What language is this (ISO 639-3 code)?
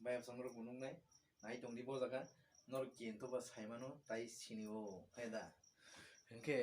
trp